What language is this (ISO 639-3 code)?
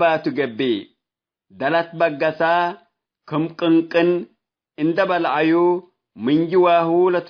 tig